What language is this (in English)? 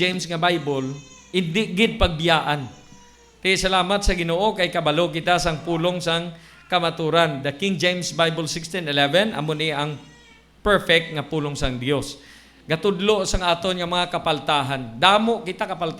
Hiligaynon